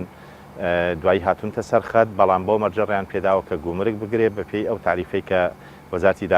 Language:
Central Kurdish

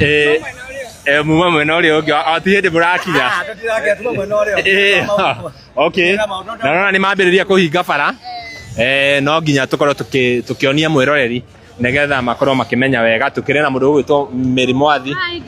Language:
Kikuyu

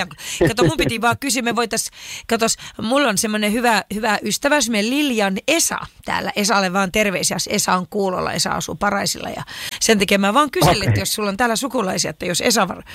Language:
Finnish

